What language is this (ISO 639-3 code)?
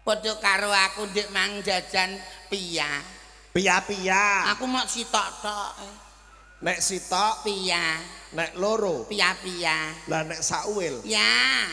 jav